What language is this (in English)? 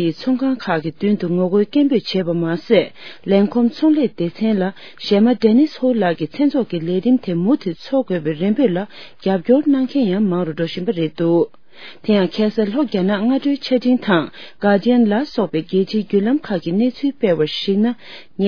Tibetan